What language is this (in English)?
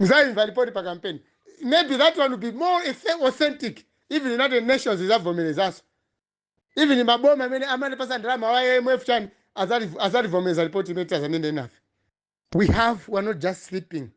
Nyanja